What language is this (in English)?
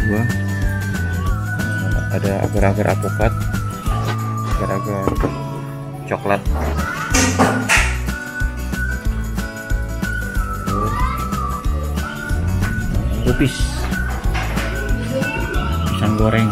Indonesian